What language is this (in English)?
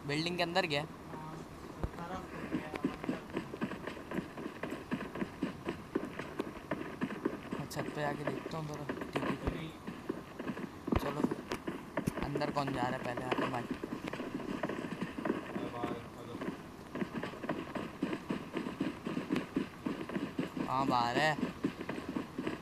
Hindi